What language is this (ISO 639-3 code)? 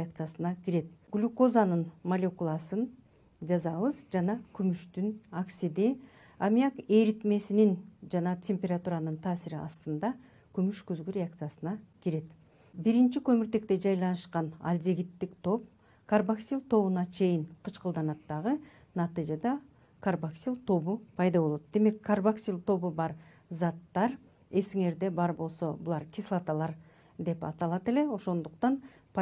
kir